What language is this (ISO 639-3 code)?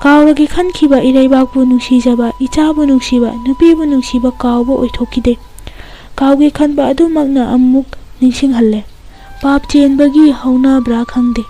mni